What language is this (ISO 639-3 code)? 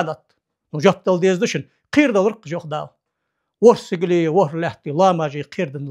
inh